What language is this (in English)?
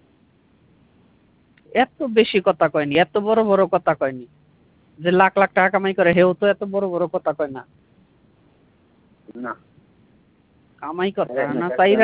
Bangla